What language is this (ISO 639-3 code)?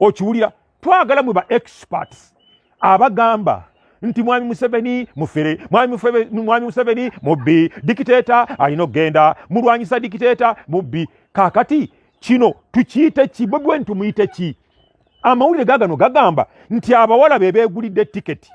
lug